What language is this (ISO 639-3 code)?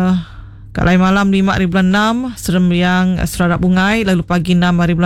iba